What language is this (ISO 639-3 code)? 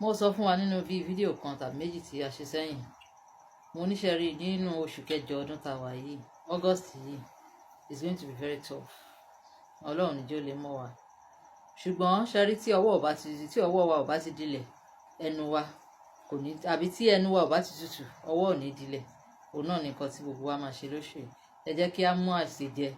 yor